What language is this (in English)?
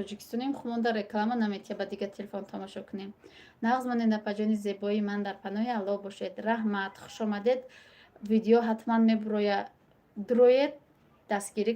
Tajik